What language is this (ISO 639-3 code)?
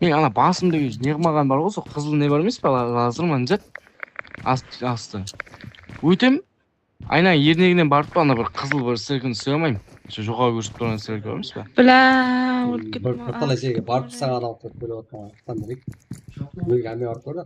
kaa